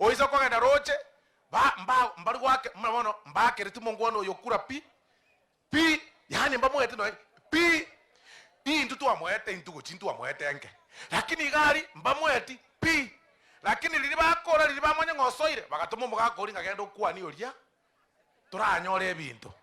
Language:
Gusii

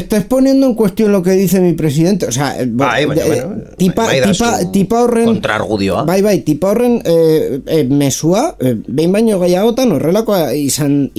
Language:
Basque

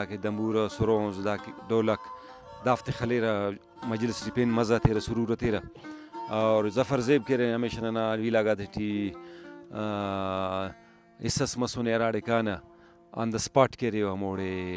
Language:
Brahui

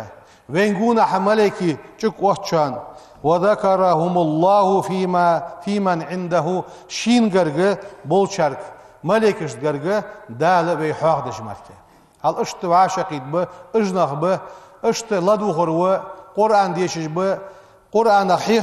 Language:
Ingush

